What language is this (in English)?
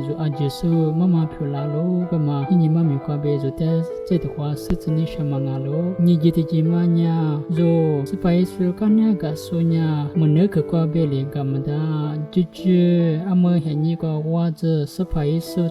Lisu